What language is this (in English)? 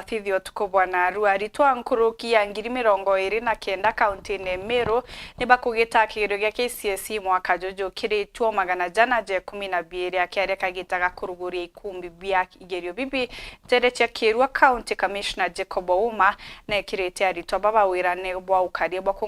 Meru